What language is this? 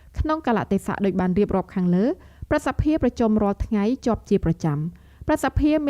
Khmer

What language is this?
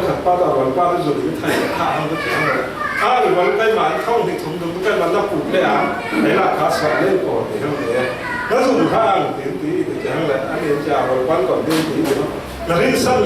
Falam Chin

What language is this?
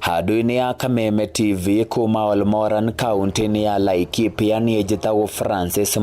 Kikuyu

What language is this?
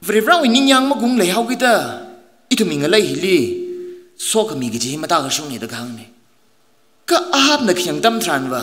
Tangkhul Naga (India)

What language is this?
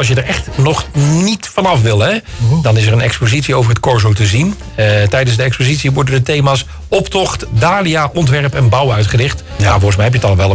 Dutch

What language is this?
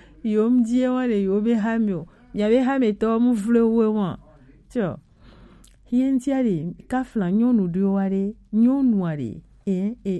Gen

